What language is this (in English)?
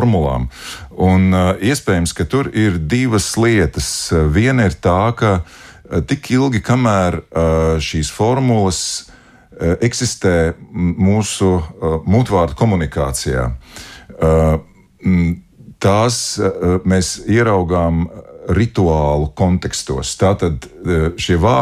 Latvian